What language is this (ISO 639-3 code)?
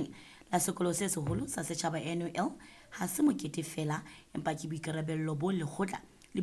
sot